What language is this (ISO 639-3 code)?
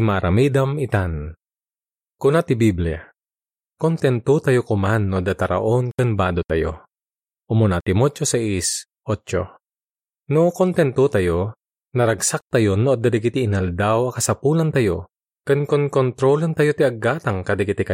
ilo